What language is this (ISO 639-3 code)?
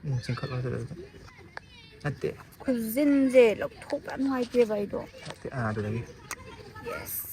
mni